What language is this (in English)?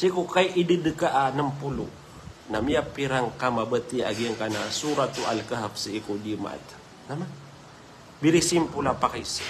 Maranao